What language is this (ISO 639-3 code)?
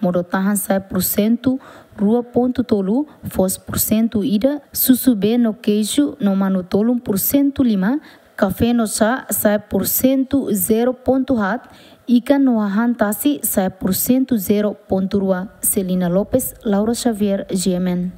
tet